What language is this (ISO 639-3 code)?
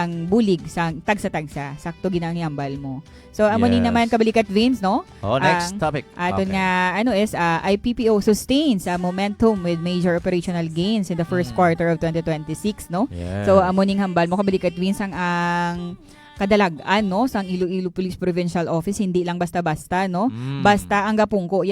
hil